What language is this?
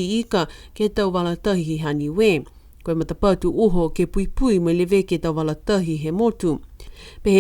Niuean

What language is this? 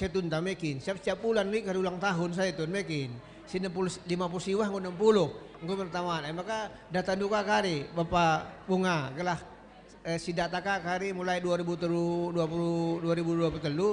Batak Karo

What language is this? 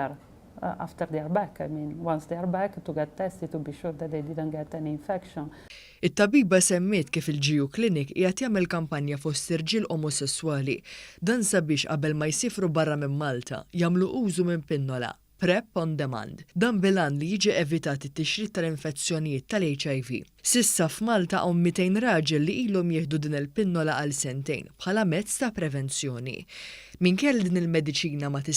Maltese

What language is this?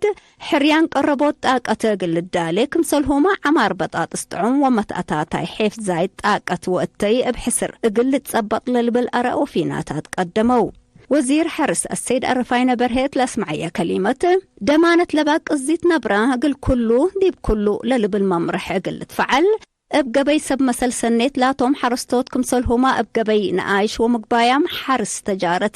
Tigre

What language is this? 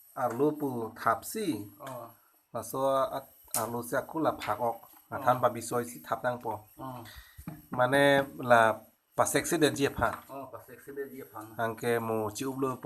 Karbi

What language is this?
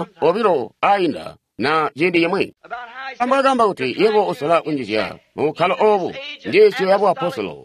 Tonga (Zambia)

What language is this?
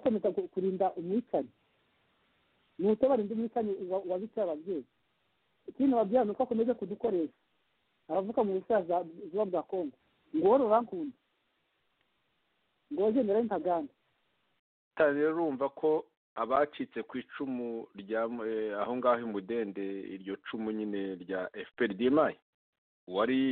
Kinyarwanda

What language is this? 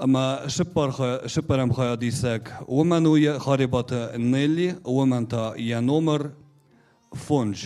Ossetic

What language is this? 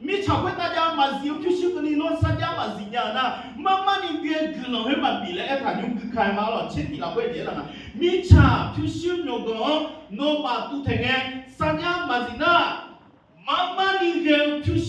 Akha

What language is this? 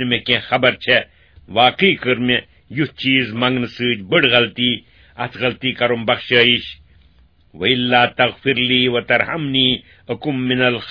Kashmiri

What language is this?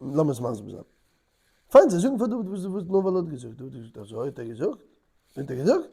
Yiddish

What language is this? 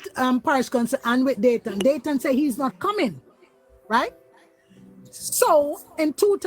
Jamaican Creole English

